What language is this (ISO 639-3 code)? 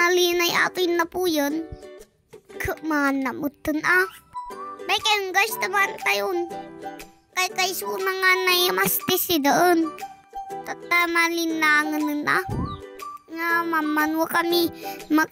ilo